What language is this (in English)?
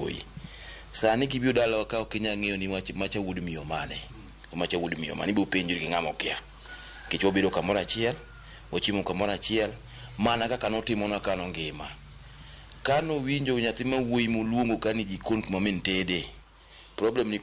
Luo (Kenya and Tanzania)